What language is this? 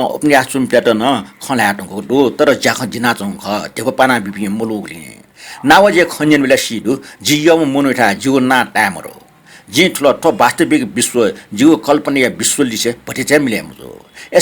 Newari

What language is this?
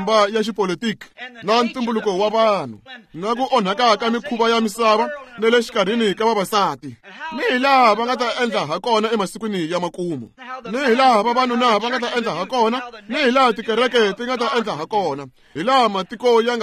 Tsonga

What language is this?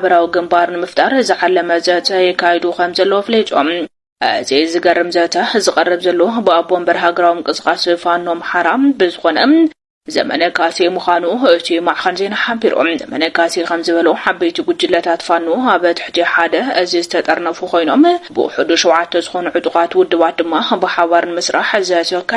Tigrinya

